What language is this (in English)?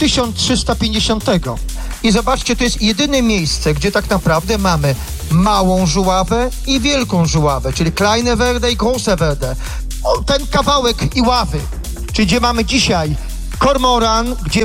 Polish